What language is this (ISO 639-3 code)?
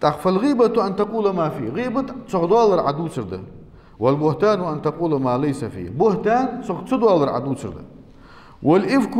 inh